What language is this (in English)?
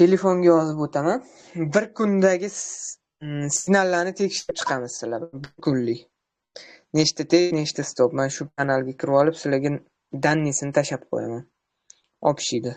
Uzbek